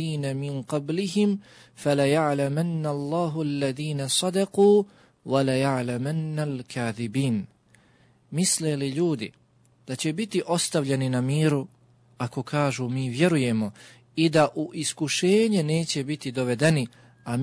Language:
Bosnian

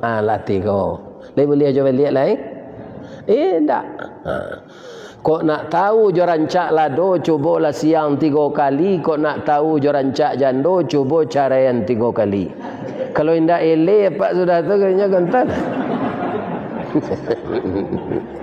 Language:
Minangkabau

